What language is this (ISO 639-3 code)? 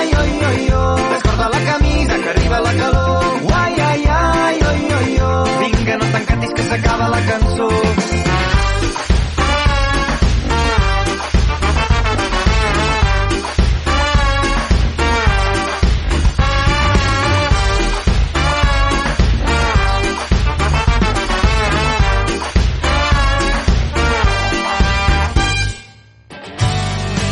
cat